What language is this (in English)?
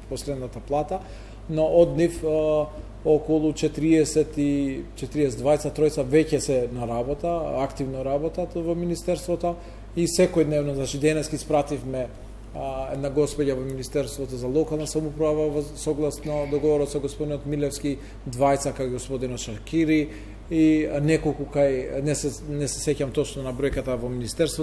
Macedonian